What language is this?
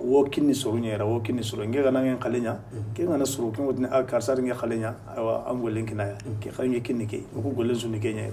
Bambara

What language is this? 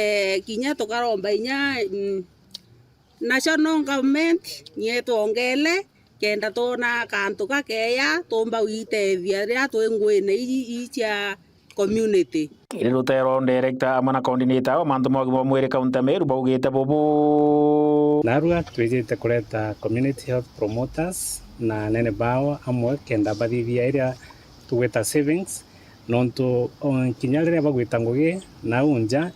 Meru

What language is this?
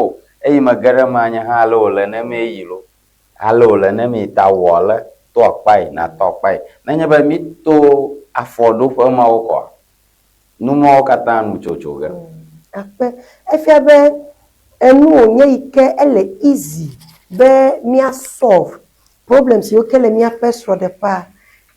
Ewe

